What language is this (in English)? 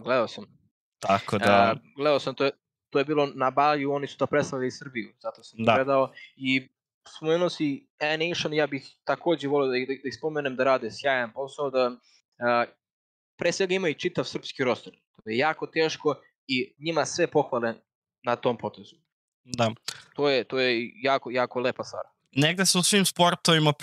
Serbian